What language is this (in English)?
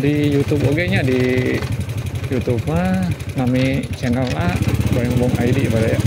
Sundanese